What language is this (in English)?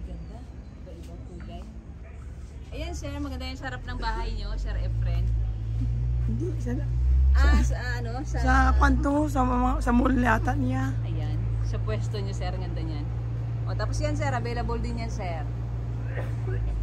Filipino